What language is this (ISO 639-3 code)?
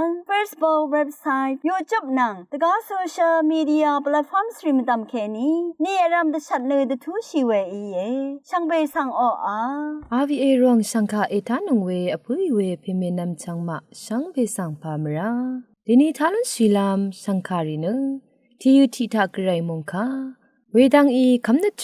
raw